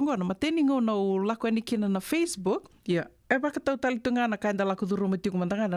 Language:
Fijian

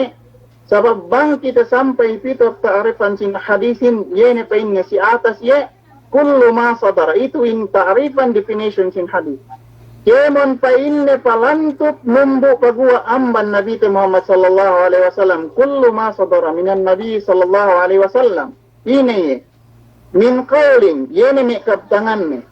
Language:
Yakan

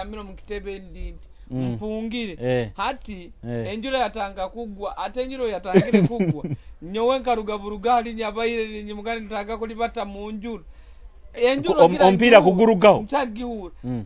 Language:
Nyoro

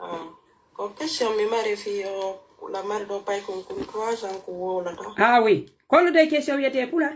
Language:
Pular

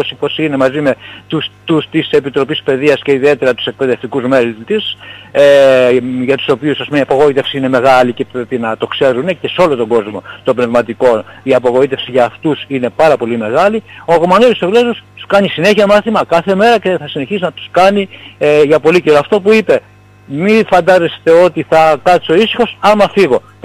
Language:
Greek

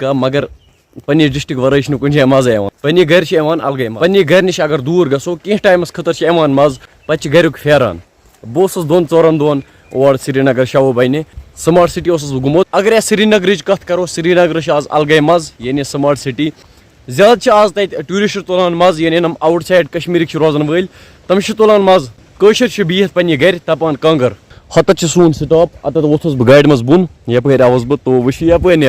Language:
Kashmiri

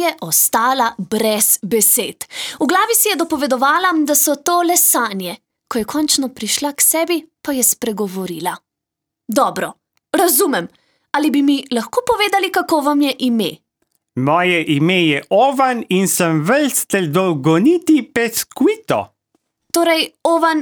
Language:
Slovenian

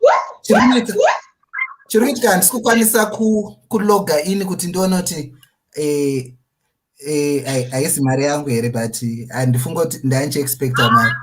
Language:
Shona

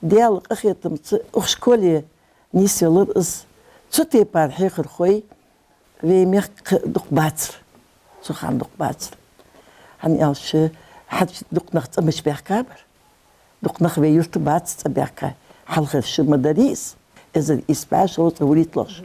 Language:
Ingush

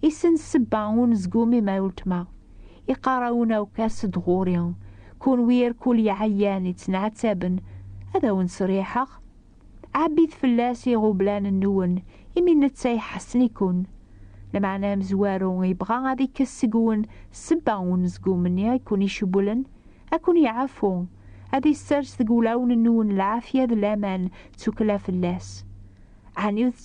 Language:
Kabyle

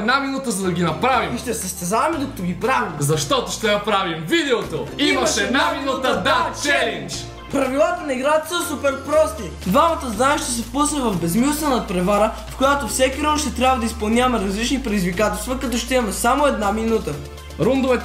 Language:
Bulgarian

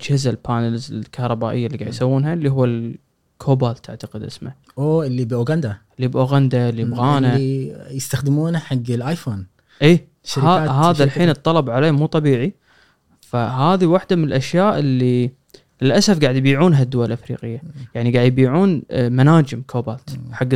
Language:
Gulf Arabic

